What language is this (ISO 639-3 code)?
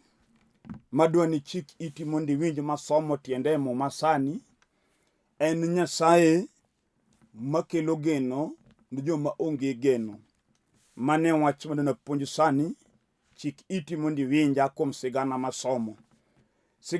luo